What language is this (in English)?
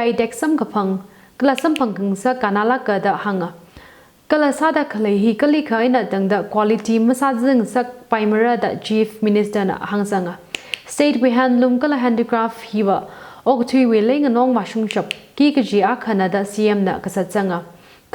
Tangkhul Naga (India)